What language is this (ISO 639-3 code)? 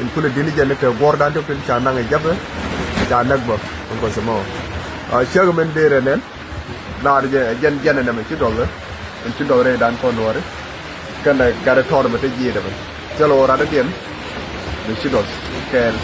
nus